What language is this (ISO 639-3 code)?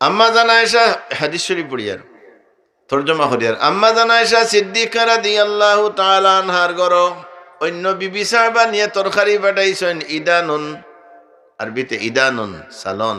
syl